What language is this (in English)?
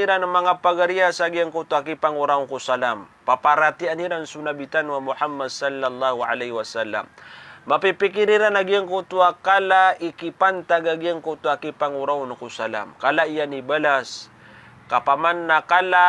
Maranao